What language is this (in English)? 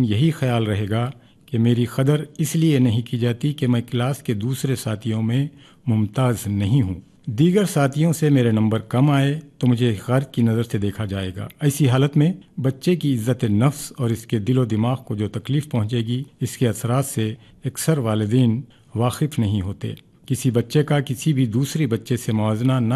Urdu